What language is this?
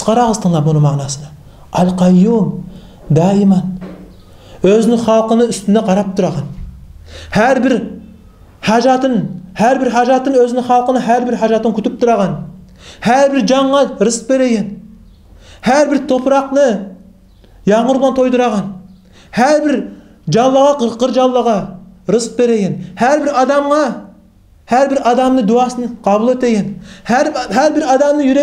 Kumyk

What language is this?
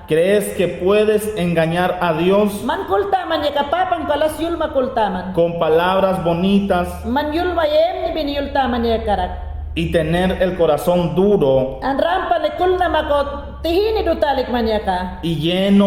Mayangna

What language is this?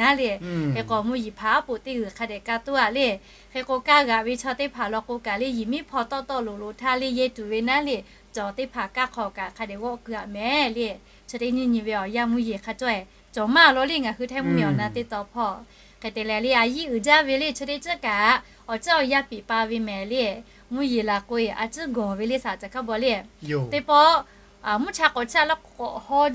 Lahu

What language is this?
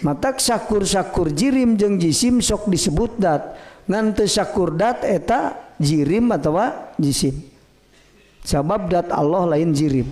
Sundanese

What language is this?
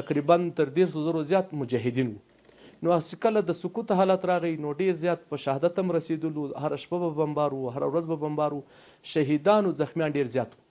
Pashto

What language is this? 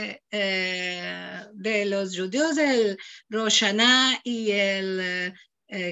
Ladino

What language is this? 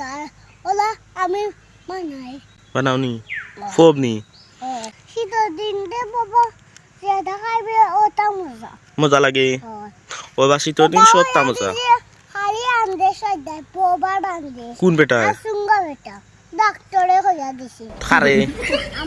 Sylheti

